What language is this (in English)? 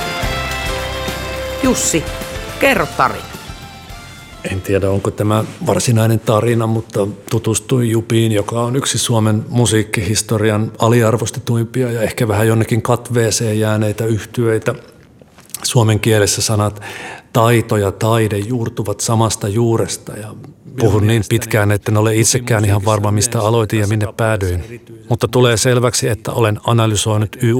Finnish